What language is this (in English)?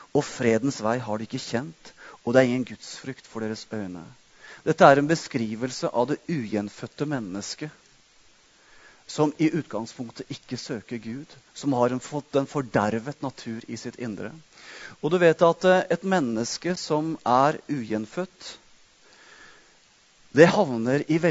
Norwegian